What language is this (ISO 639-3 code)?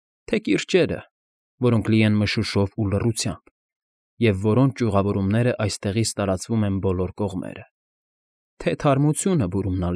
hye